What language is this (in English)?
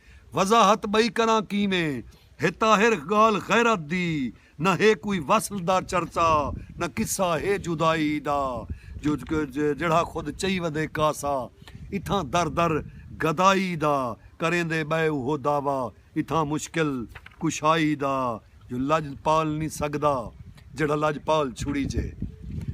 Saraiki